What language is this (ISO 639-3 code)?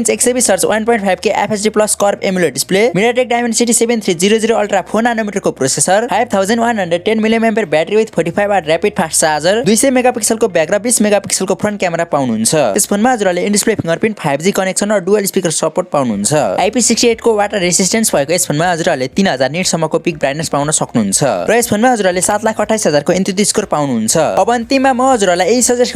nep